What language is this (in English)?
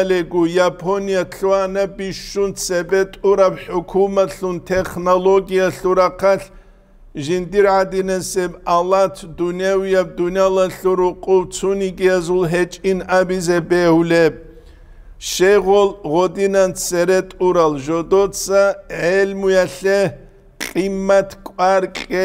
Avaric